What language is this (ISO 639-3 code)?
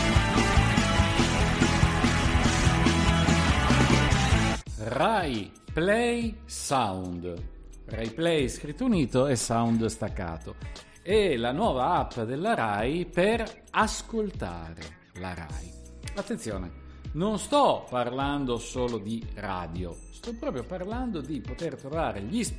ita